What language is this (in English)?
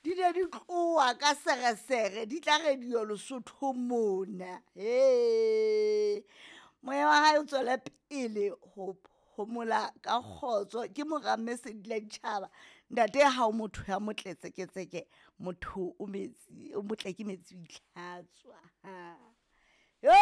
Southern Sotho